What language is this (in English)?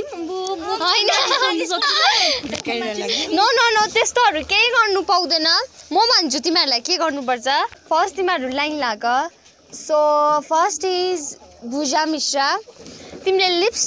Nepali